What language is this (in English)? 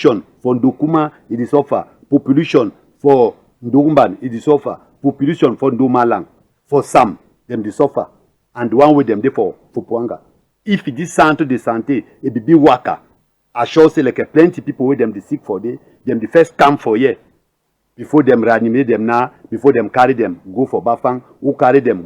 Cameroon Pidgin